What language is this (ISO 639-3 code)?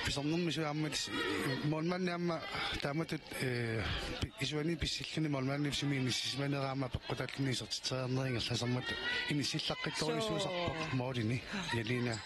kal